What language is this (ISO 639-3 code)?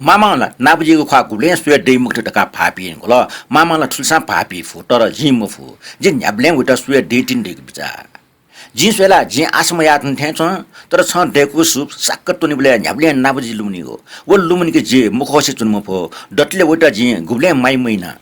new